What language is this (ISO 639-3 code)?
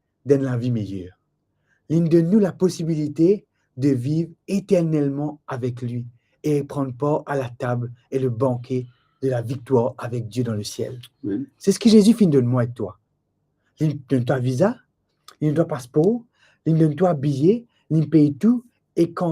mfe